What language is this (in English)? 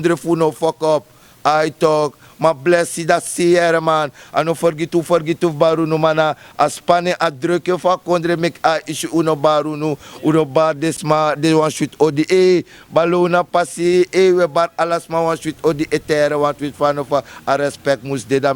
Sranan Tongo